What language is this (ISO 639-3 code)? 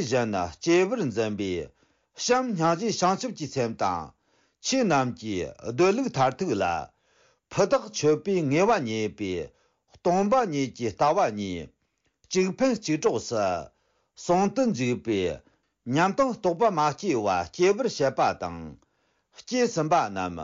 bod